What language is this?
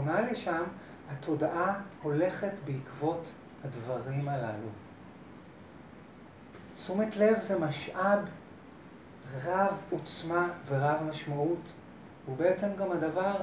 Hebrew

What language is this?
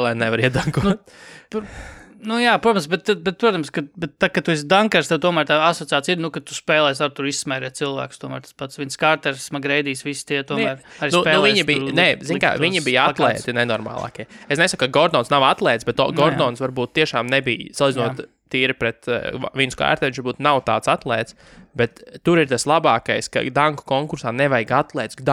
Latvian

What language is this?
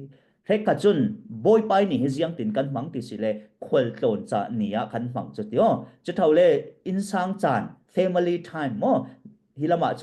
Falam Chin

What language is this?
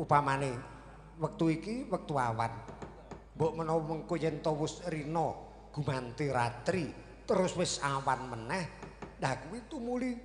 Javanese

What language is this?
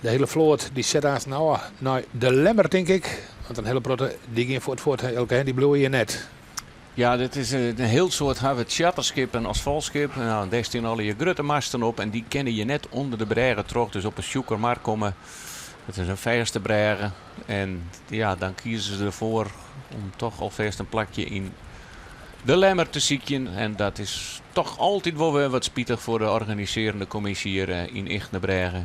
Western Frisian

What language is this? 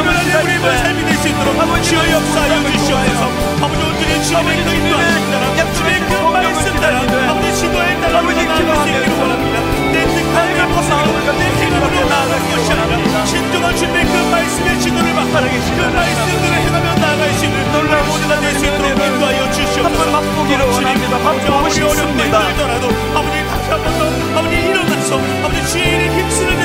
Korean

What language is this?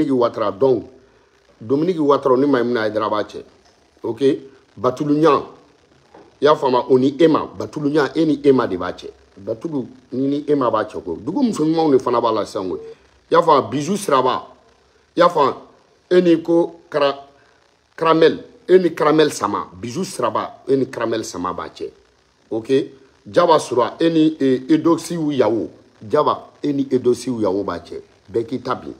Bambara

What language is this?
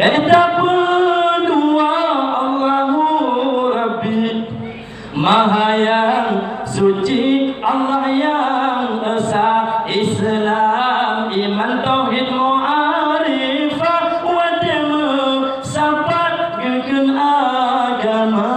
Achinese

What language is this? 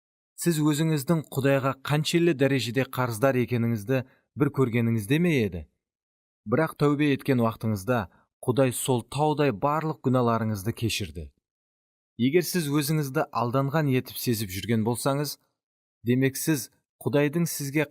Kara-Kalpak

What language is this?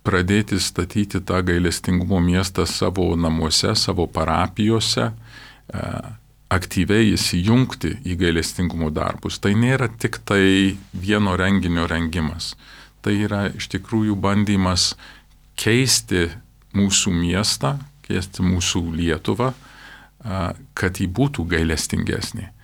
Lithuanian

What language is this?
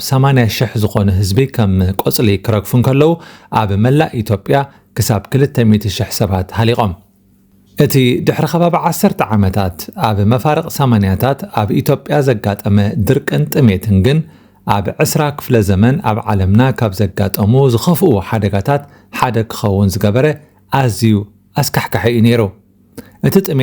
Tigrinya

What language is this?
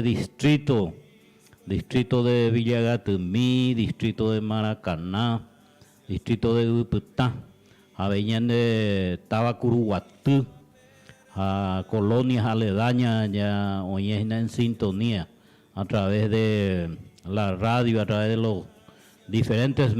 Guarani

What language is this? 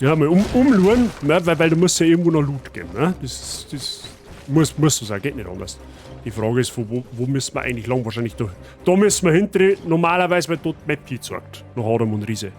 Bavarian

